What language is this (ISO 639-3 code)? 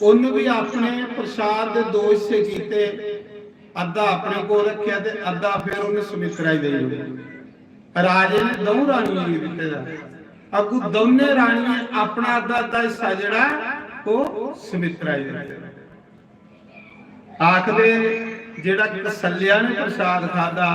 doi